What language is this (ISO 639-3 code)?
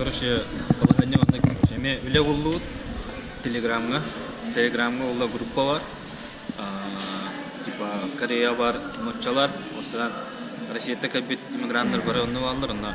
sah